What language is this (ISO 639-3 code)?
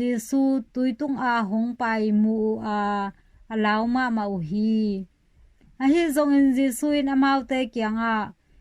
ctd